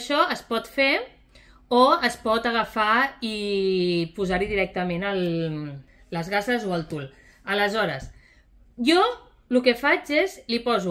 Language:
Catalan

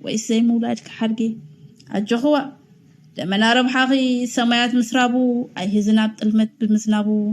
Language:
Tigrinya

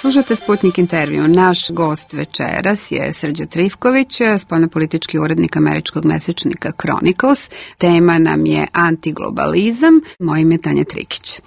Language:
Serbian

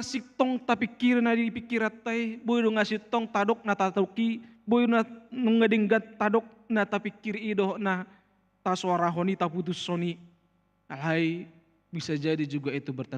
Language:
Batak Toba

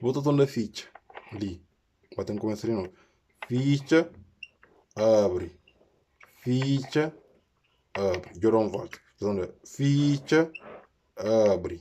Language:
Kabuverdianu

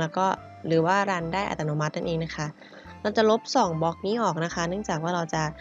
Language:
Thai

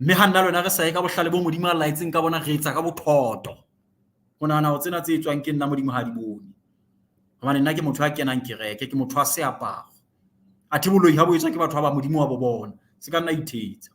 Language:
Southern Sotho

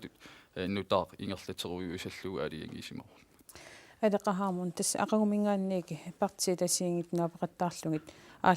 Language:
Kalaallisut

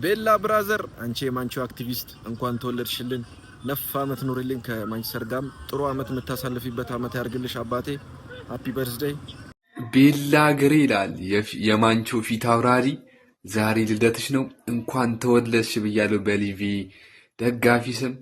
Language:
Amharic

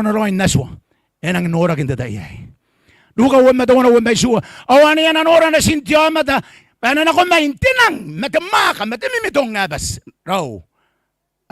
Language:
Gilbertese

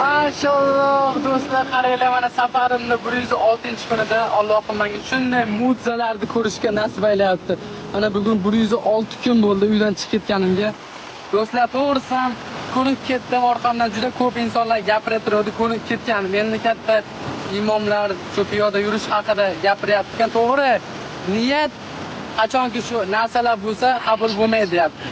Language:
Uzbek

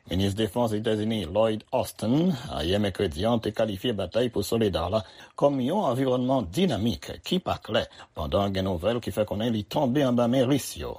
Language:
Haitian Creole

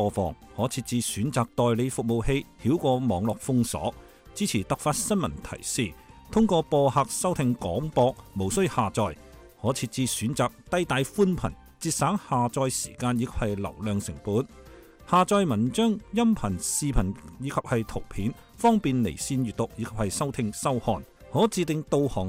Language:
Cantonese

